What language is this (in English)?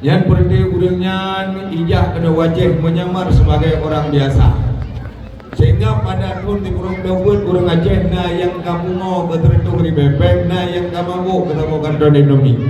Achinese